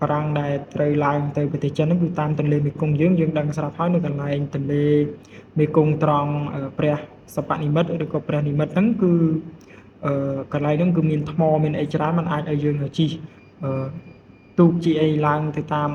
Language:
Khmer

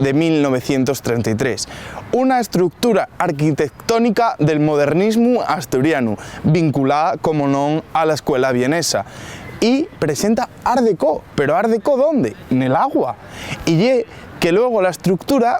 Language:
Asturian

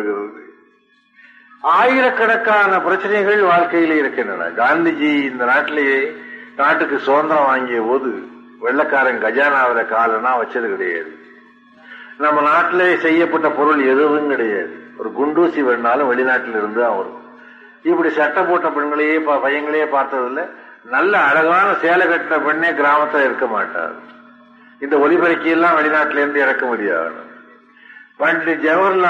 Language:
Tamil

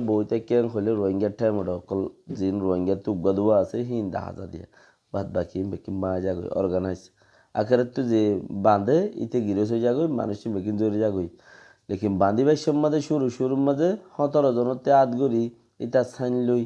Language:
Rohingya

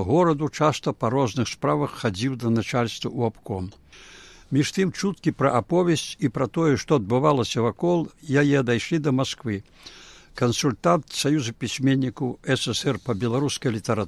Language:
Belarusian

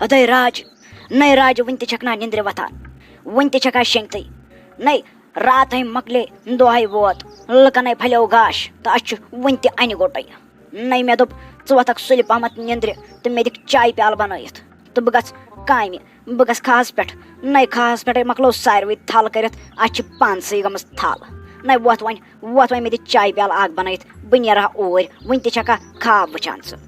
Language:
Kashmiri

